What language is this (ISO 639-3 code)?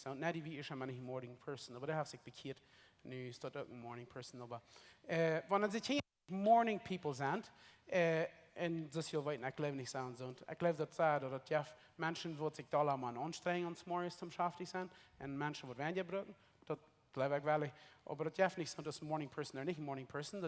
pdt